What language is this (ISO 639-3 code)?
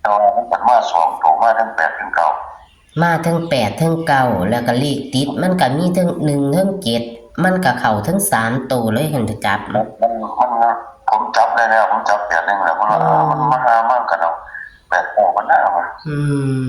tts